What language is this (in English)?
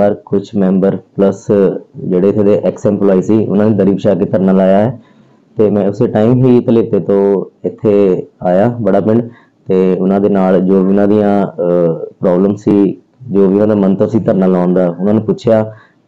Punjabi